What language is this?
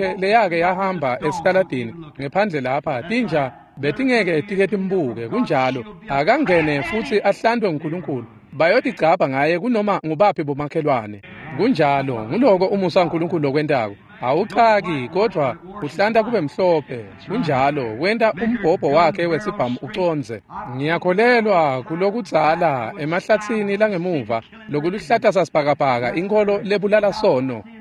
Swati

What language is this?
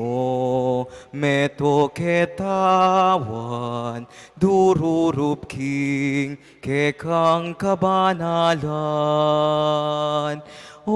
Pampanga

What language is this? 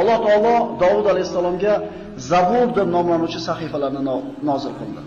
Uzbek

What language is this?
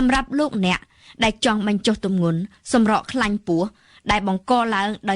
Khmer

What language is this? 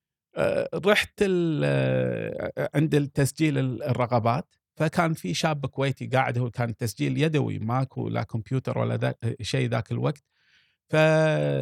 Gulf Arabic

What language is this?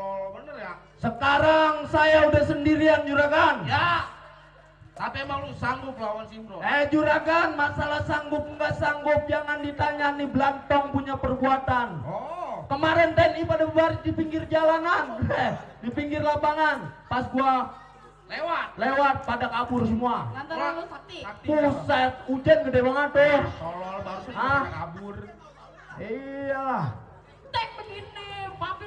Betawi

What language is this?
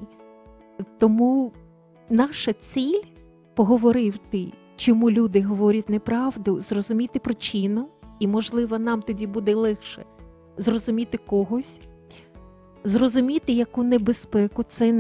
Ukrainian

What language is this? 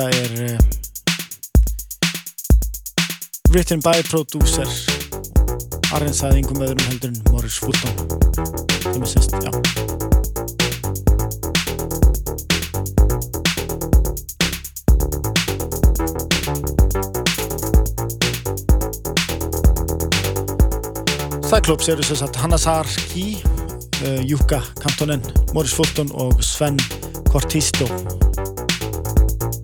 Icelandic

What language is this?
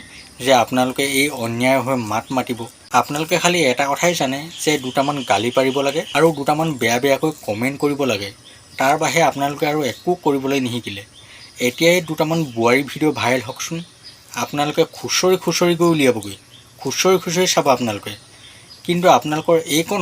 Assamese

